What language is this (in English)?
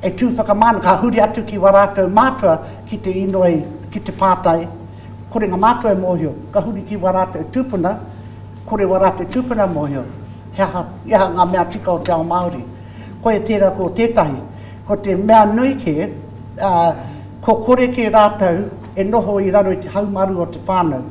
Māori